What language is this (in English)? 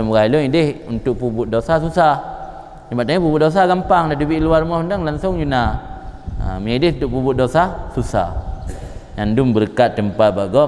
Achinese